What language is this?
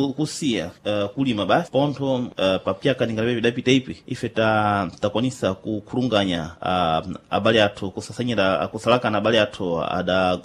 Sena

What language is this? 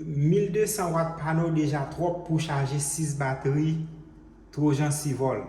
Haitian Creole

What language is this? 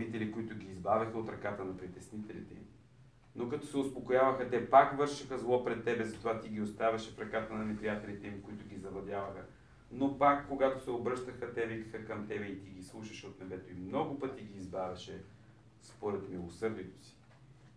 Bulgarian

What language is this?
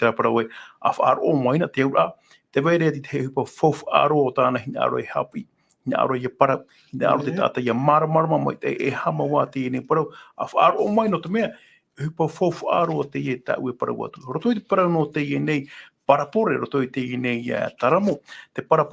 Tahitian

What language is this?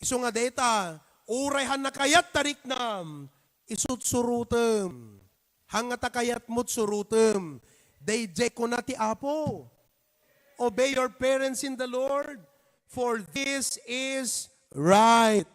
Iloko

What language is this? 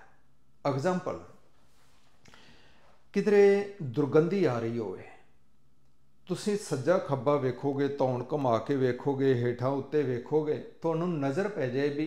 Punjabi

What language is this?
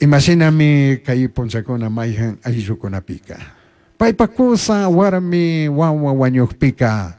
Chimborazo Highland Quichua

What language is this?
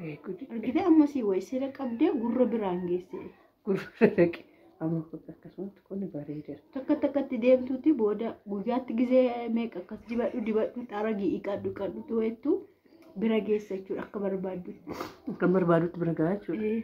Oromo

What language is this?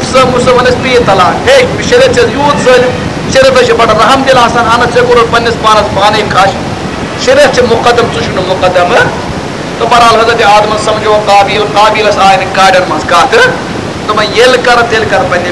Kashmiri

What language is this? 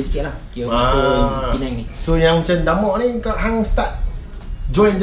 Malay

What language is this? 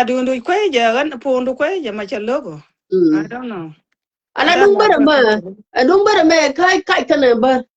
Nuer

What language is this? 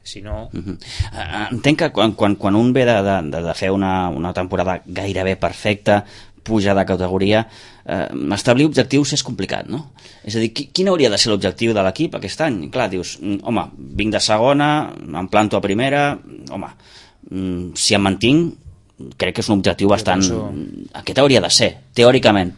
Catalan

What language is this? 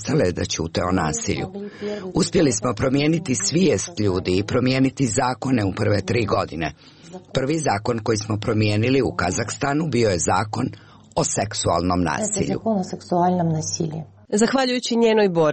Croatian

